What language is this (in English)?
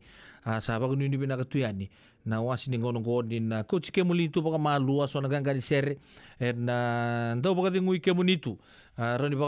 Fijian